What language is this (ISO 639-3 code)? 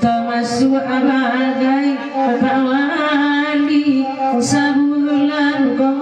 min